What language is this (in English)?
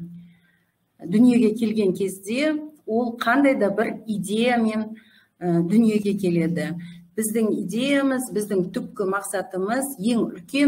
Kazakh